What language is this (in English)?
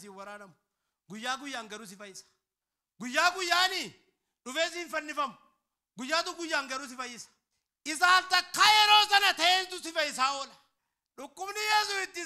Oromo